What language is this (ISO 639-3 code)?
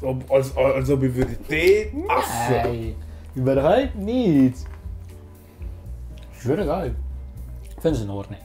gsw